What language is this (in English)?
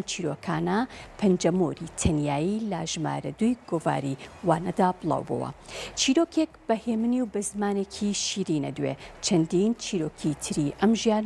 Central Kurdish